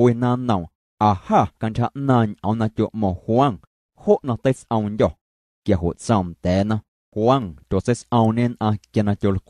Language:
Guerrero Amuzgo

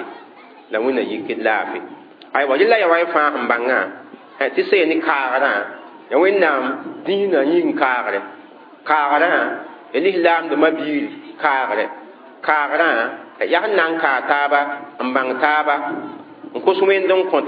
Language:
Mossi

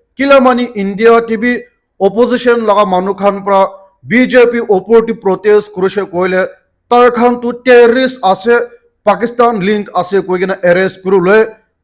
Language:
Naga Pidgin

